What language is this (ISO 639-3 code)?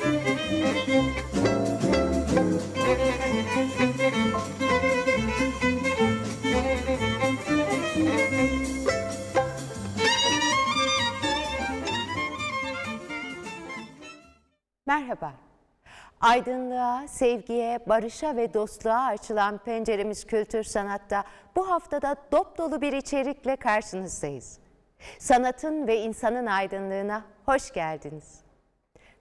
tur